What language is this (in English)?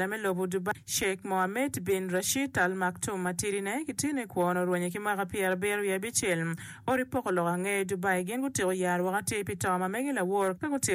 Acoli